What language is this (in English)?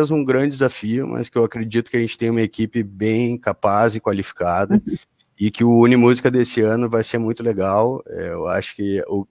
Portuguese